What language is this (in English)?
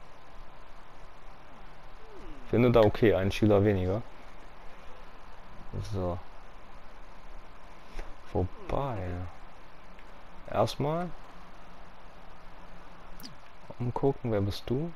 German